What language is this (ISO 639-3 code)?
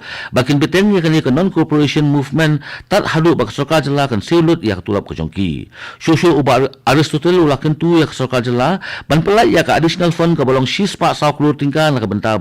kha